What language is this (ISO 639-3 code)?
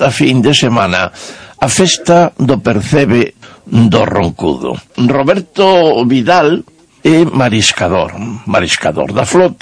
glg